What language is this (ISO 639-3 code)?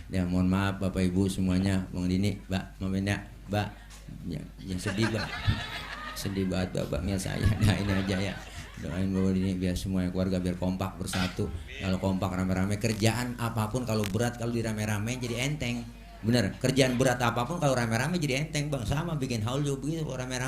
bew